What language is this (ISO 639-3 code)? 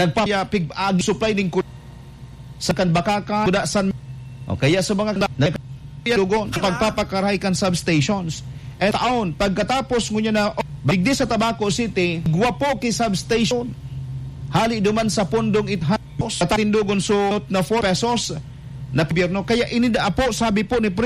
bik